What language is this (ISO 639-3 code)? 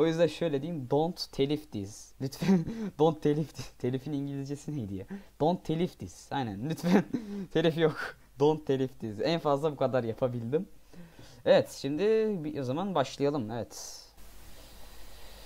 tur